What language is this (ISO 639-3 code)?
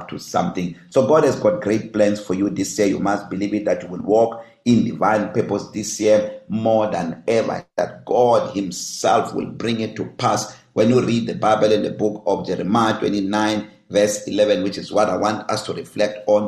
eng